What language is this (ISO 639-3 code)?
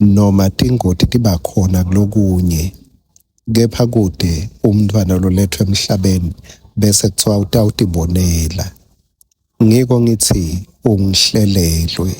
ssw